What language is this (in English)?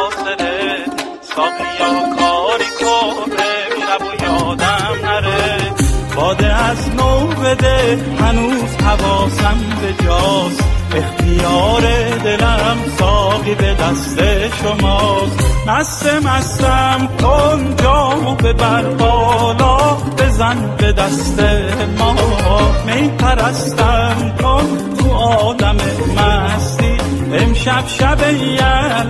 Persian